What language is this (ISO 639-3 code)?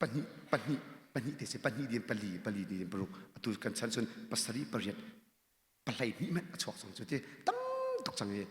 cnh